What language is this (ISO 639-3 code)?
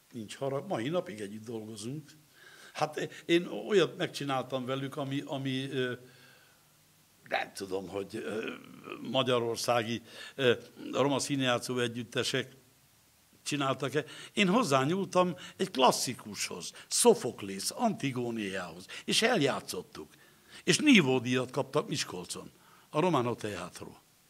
hun